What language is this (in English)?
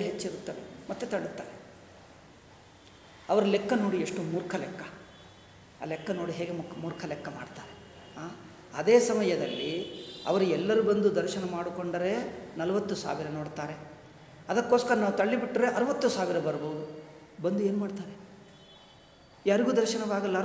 Kannada